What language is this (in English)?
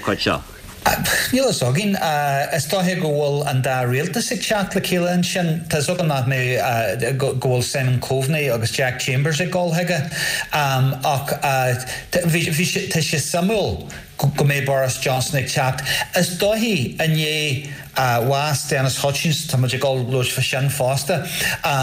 Irish